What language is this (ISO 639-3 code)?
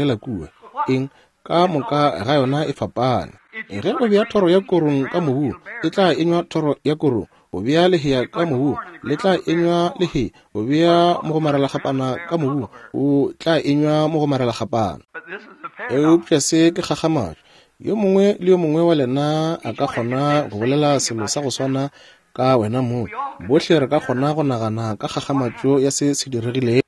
nso